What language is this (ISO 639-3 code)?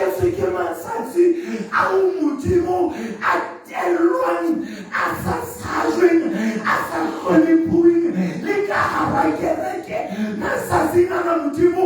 sot